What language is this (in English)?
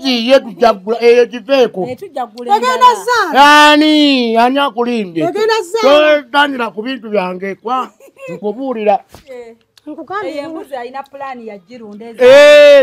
Ganda